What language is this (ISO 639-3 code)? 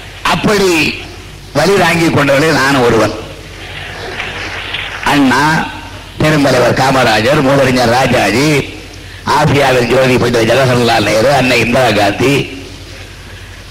tam